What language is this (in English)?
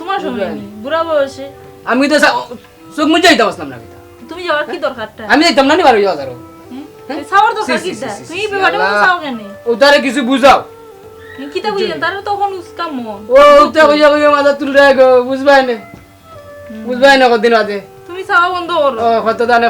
Sylheti